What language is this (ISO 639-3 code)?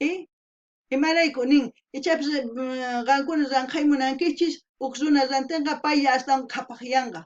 quh